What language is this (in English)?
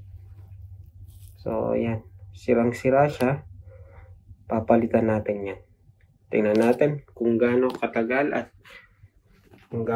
Filipino